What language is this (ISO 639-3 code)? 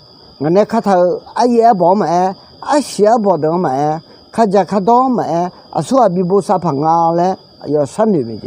ahk